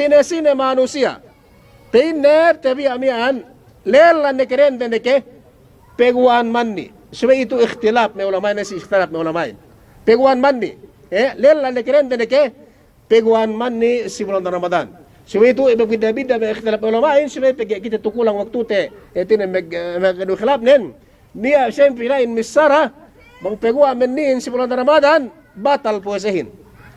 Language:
Yakan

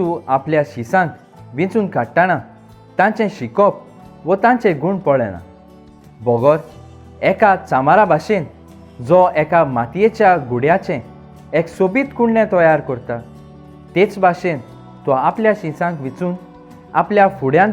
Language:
Konkani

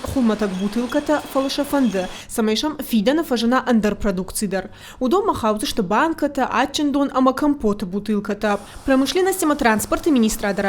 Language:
Ossetic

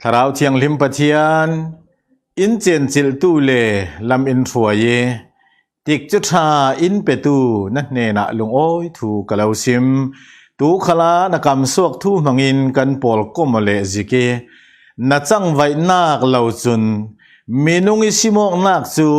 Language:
Falam Chin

